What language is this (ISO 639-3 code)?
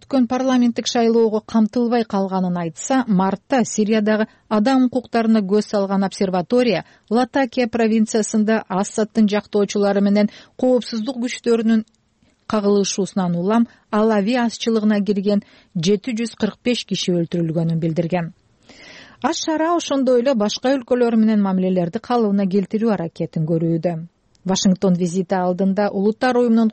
kir